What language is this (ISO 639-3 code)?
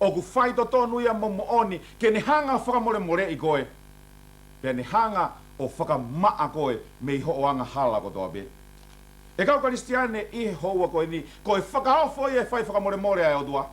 ton